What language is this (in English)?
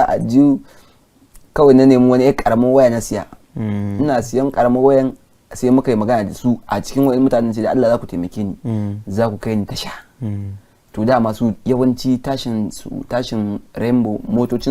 Hausa